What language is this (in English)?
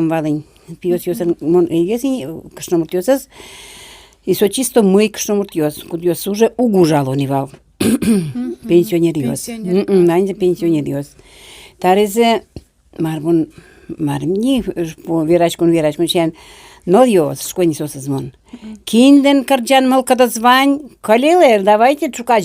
Udmurt